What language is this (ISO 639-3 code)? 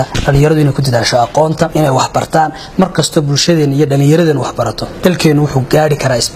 som